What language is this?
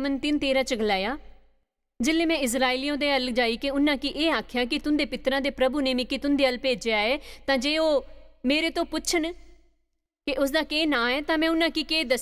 Dogri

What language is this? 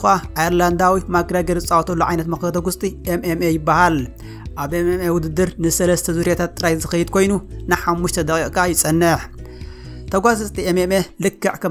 Tigrinya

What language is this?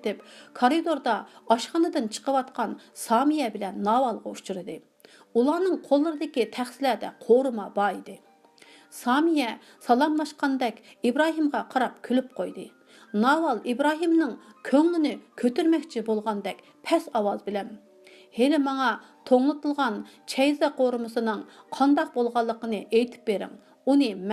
Uyghur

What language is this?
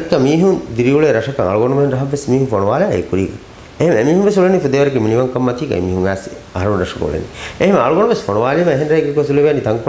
Divehi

